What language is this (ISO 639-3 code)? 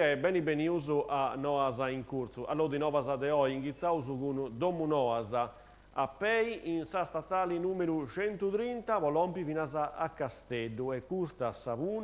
srd